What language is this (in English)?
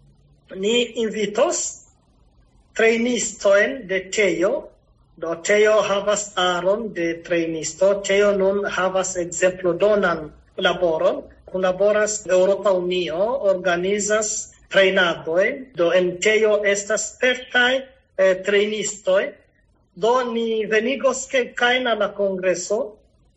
Esperanto